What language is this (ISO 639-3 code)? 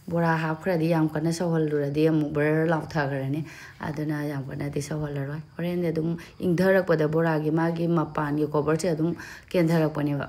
mni